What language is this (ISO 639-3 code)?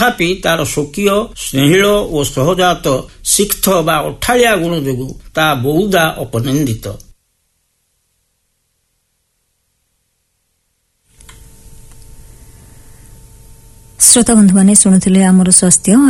ori